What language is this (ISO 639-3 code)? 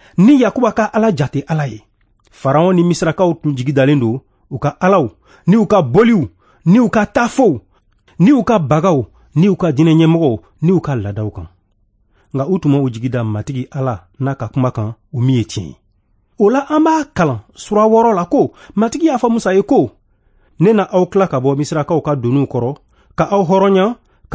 bam